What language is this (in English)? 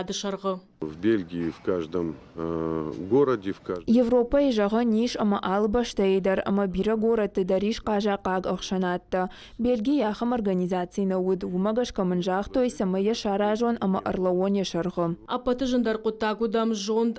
Ossetic